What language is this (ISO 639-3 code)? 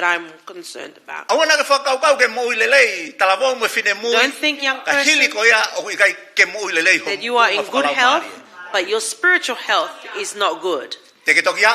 ton